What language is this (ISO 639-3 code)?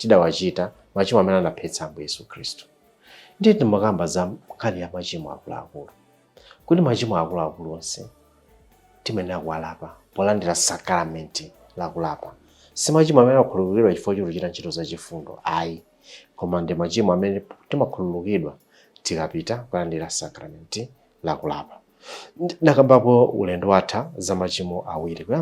nya